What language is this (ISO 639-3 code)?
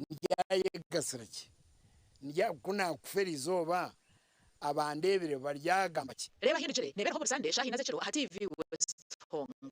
nyn